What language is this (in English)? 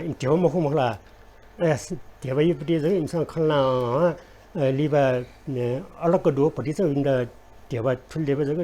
Newari